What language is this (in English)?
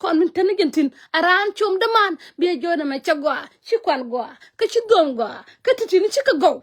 Nuer